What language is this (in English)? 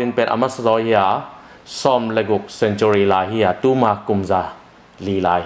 Tedim Chin